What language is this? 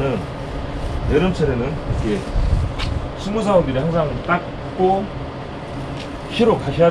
Korean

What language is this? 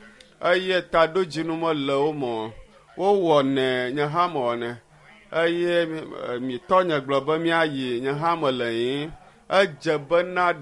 Ewe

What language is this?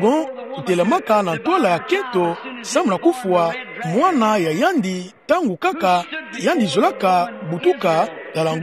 Kituba (Democratic Republic of Congo)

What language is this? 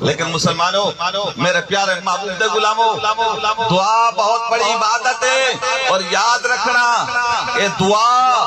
Saraiki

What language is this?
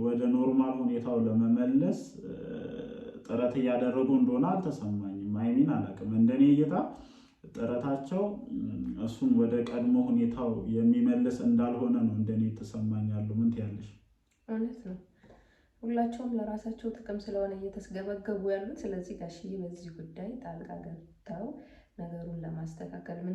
Amharic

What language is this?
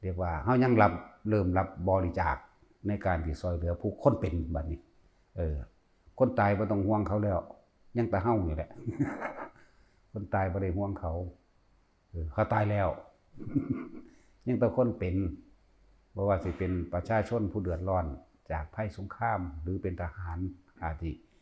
Lao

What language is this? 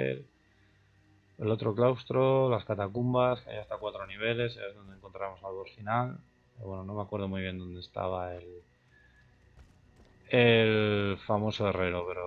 Spanish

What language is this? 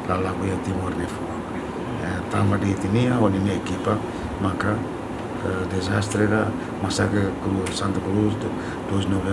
Tetum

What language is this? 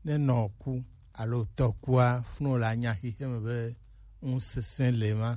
Gen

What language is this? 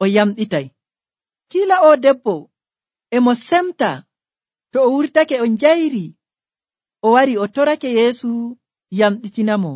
Nigerian Fulfulde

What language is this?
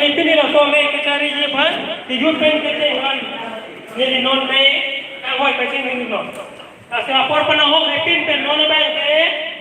Karbi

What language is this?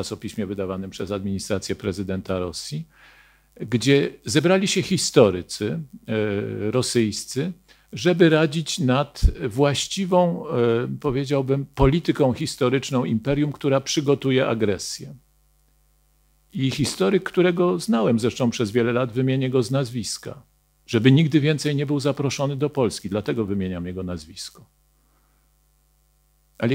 Polish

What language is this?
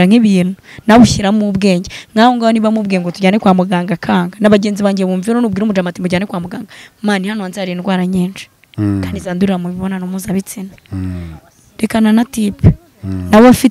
Kinyarwanda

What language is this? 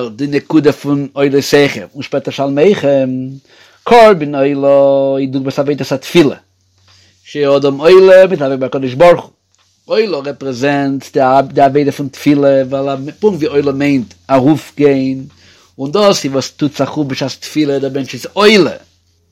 Yiddish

